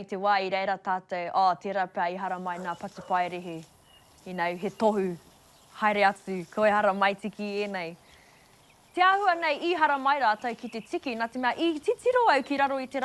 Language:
Māori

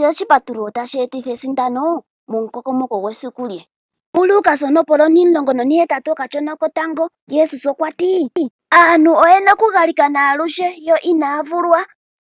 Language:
Ndonga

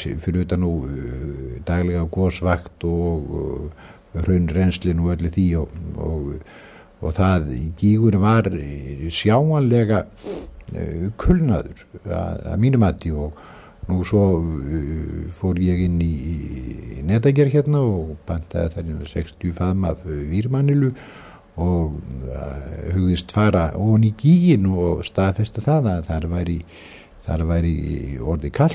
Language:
Icelandic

